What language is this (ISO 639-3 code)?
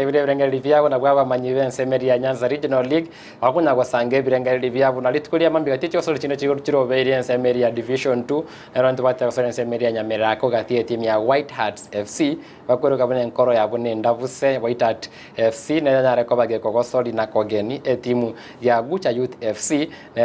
guz